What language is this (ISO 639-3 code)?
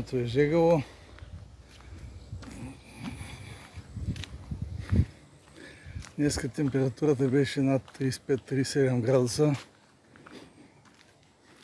bul